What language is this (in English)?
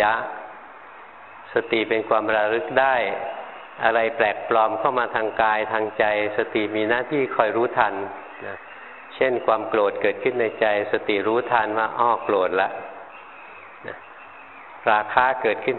Thai